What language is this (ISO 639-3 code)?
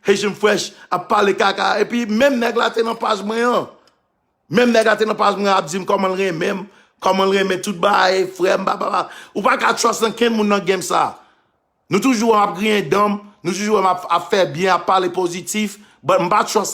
hat